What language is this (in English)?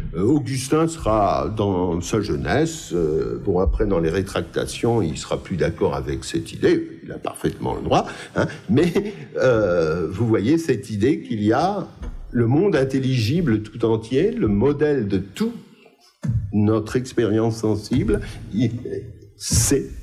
French